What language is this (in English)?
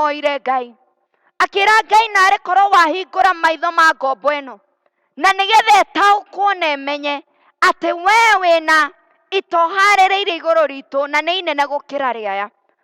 Kikuyu